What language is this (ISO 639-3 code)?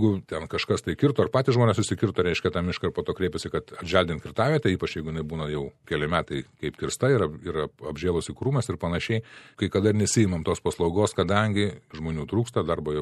lit